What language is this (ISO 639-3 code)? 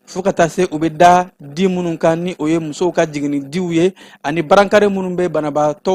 bam